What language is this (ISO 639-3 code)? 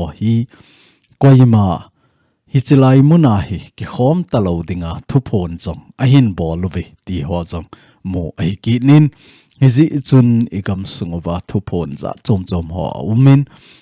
tcz